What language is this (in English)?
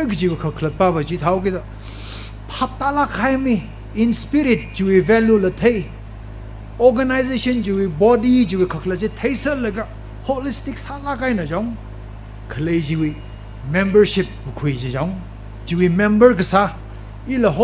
Tangkhul Naga (India)